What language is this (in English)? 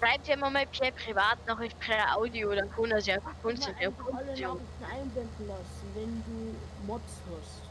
Bavarian